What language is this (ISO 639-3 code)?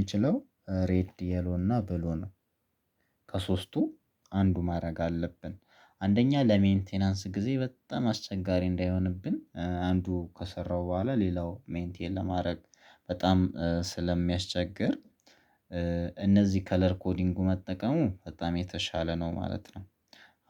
amh